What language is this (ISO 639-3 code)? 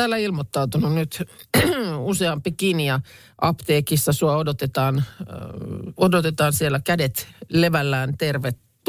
fin